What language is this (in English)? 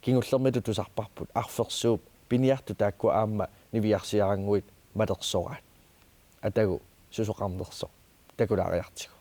Kalaallisut